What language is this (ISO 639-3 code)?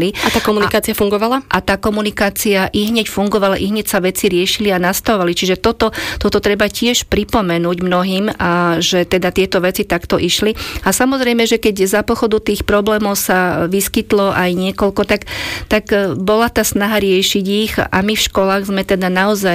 slk